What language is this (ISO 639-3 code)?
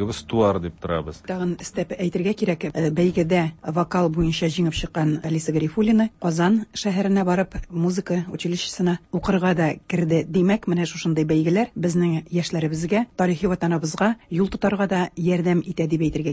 tat